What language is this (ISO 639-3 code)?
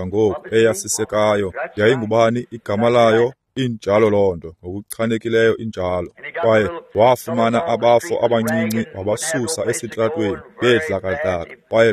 xho